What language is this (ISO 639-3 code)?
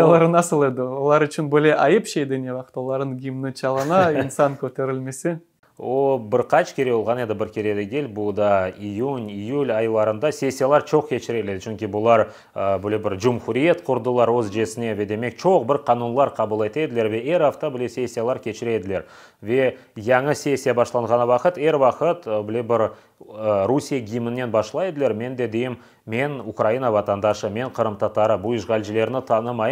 crh